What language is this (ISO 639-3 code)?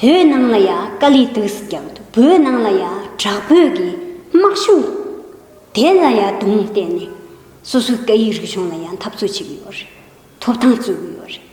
bod